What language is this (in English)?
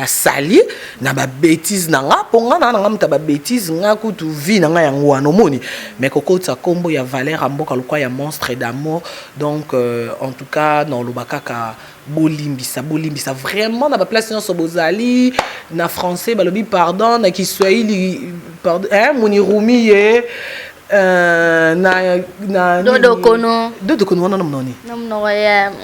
Lingala